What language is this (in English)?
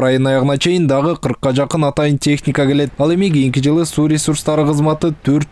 Kyrgyz